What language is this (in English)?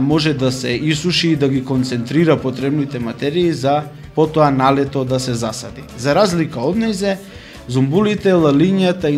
Macedonian